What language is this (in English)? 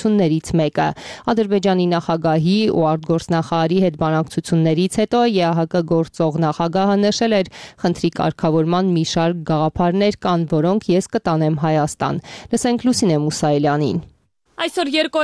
Armenian